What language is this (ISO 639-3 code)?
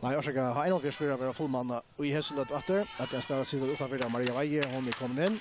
fao